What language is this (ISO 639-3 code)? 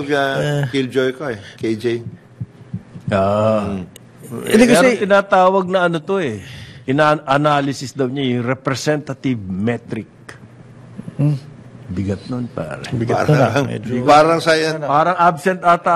fil